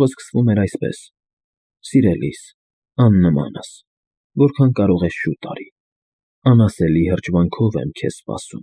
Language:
Armenian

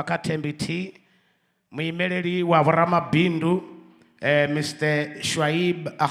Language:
Venda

